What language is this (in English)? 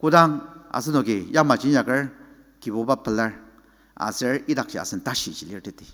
Ao Naga